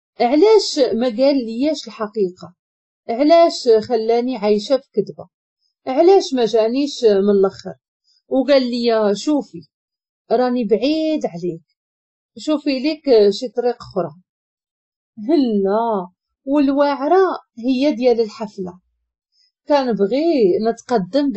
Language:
Moroccan Arabic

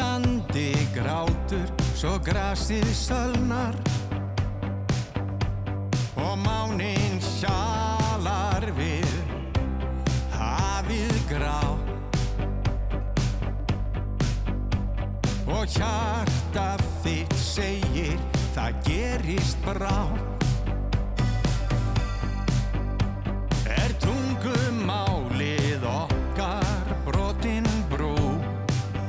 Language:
Icelandic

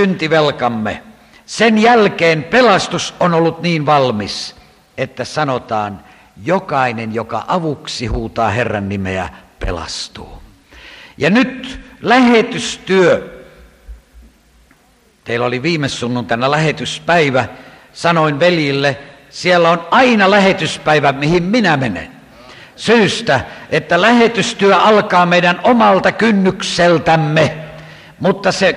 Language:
Finnish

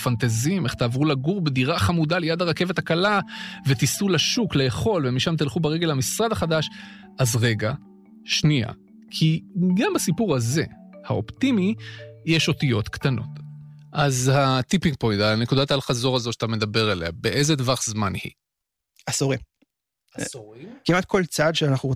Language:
Hebrew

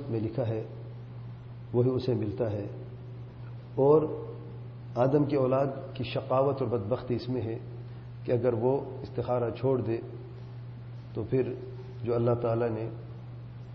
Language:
Urdu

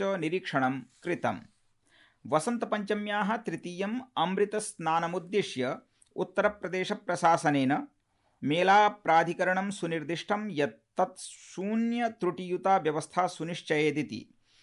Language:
Sanskrit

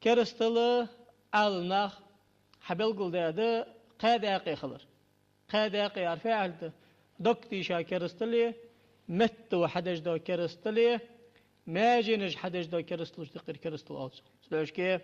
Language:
Ingush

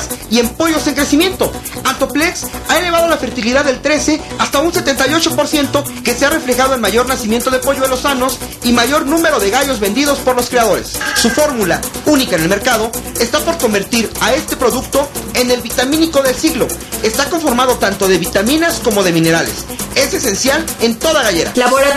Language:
Spanish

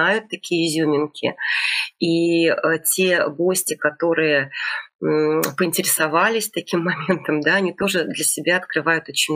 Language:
Russian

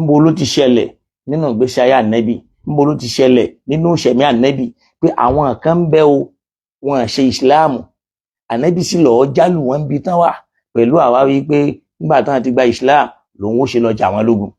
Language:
Yoruba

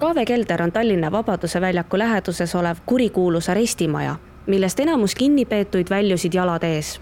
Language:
Estonian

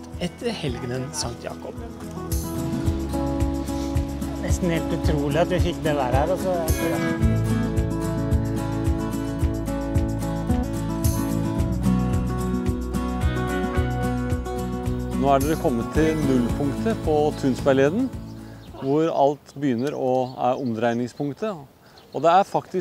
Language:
Norwegian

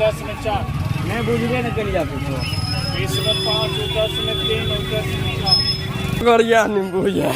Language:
Maithili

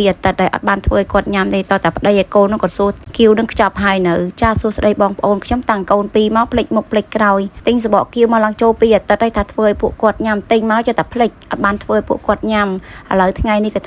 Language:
Khmer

